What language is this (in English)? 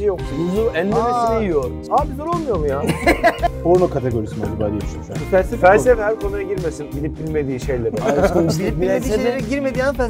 Turkish